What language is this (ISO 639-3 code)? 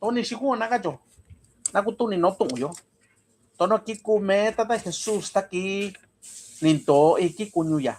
mix